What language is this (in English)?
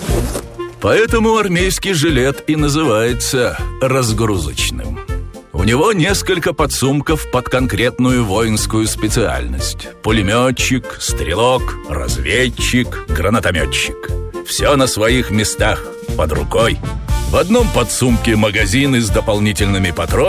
Russian